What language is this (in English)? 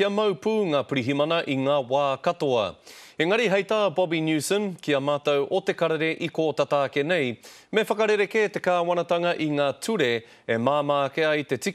Māori